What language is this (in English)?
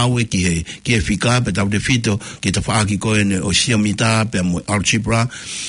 Tongan